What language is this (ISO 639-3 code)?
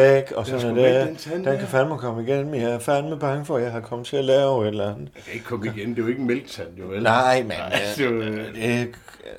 dan